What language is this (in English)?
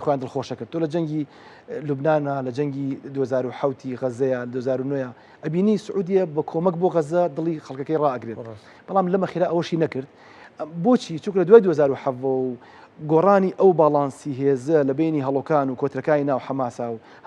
Central Kurdish